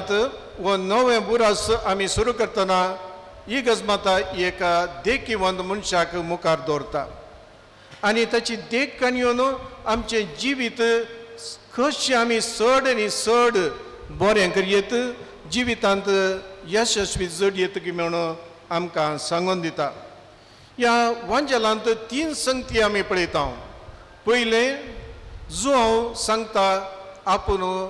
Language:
Konkani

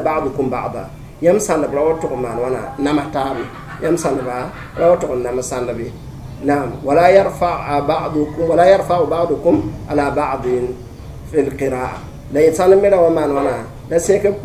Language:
Mossi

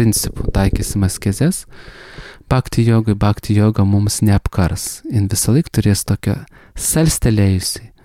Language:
Lithuanian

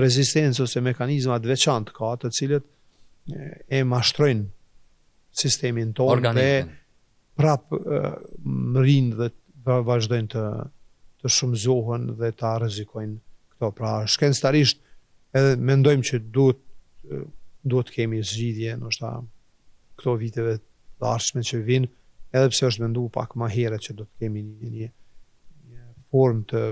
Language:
Albanian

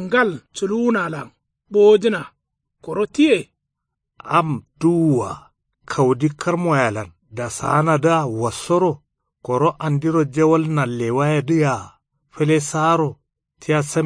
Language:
Kanuri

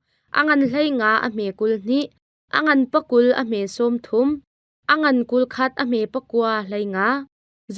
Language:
Hakha Chin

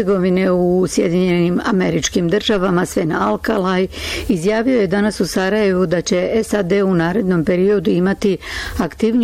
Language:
Bosnian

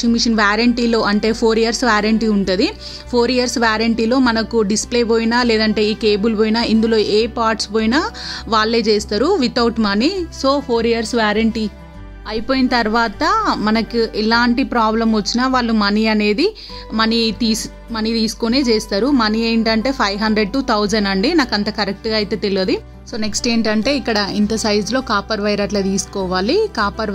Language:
Telugu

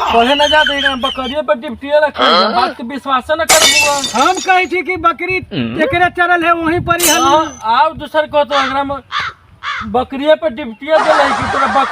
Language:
Magahi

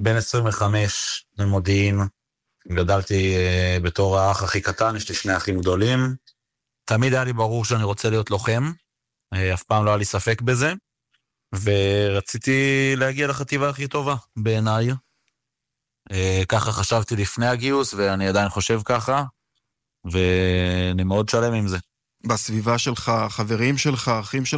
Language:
Hebrew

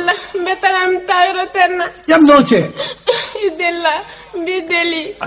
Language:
Bambara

